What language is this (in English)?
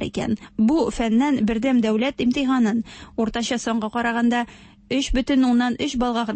Tatar